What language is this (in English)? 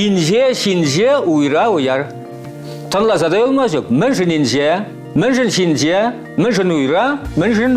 Chuvash